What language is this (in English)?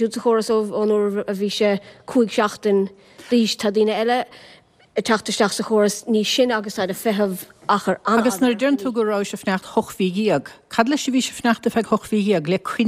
Irish